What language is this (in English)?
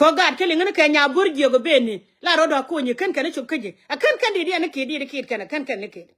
Nuer